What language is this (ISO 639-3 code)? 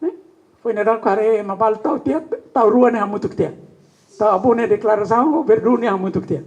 tet